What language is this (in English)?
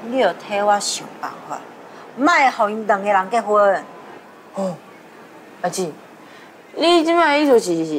Min Nan Chinese